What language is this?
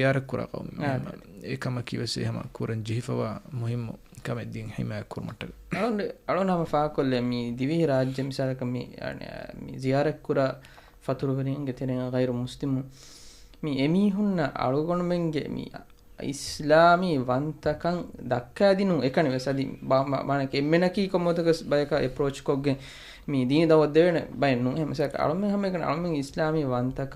Divehi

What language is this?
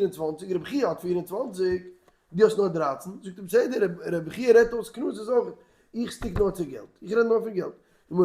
Yiddish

